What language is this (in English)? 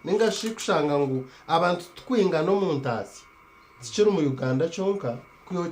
Nyankole